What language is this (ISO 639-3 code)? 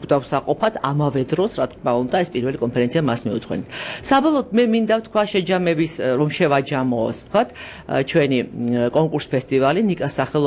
kat